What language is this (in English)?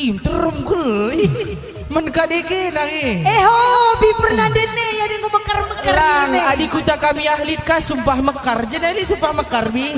Batak Karo